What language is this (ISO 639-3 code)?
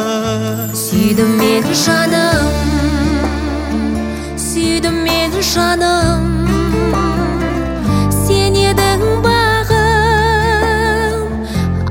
kaz